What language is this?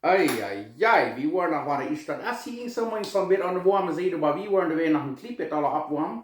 Plautdietsch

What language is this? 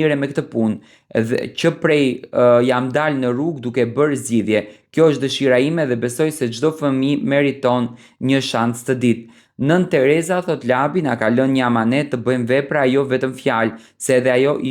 Albanian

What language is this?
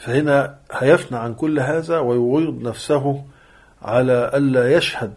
Egyptian Arabic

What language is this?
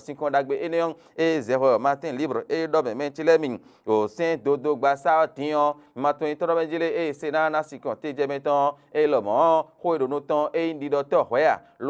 Fon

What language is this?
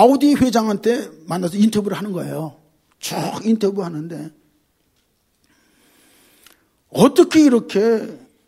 Korean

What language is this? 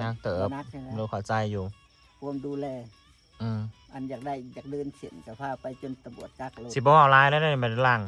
Northeastern Thai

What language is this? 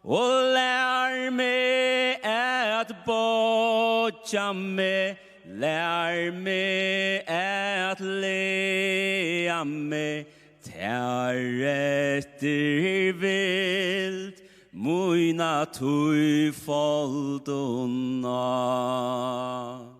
Faroese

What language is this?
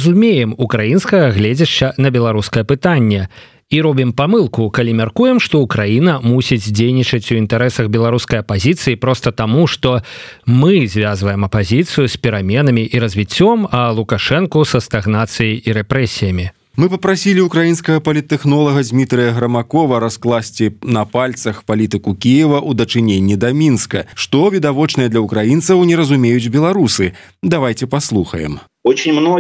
Belarusian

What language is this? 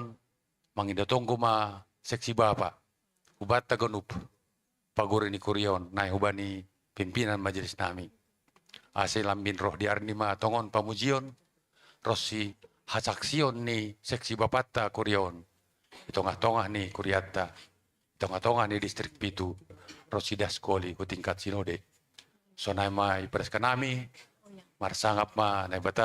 Batak Simalungun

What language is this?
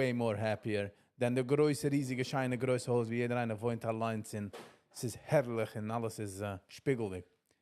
Yiddish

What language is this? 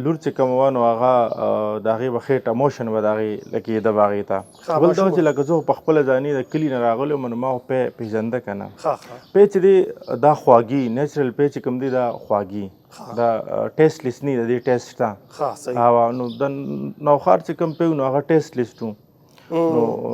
Pashto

